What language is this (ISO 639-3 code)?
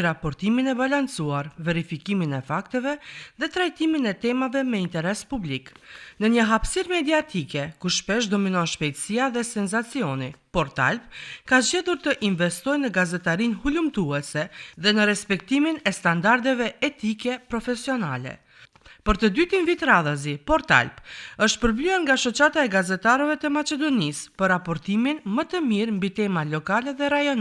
sqi